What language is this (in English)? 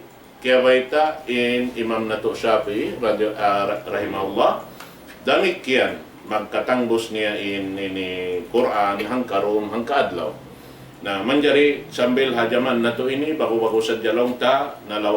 Tausug